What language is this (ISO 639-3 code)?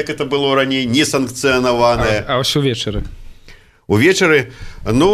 bel